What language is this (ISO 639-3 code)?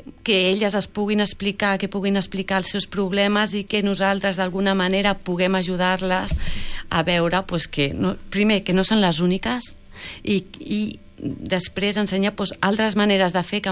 cat